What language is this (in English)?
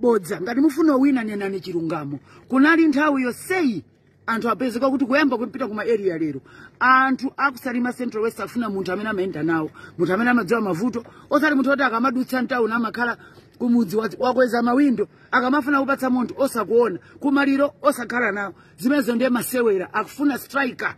Nyanja